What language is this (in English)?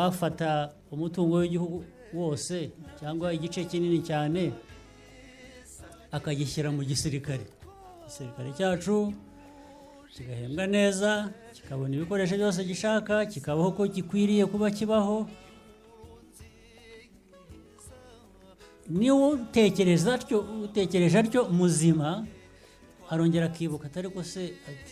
Kinyarwanda